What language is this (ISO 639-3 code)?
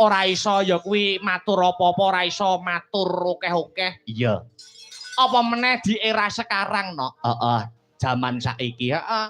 jav